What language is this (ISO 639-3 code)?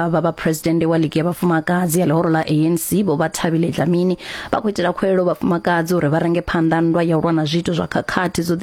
ven